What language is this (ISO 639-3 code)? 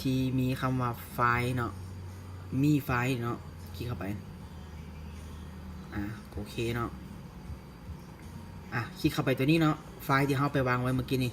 lao